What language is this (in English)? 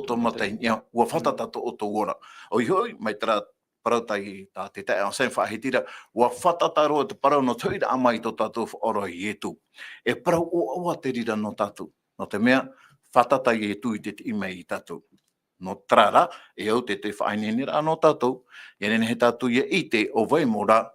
Tahitian